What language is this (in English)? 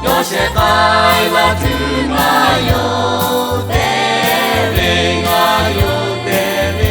Lahu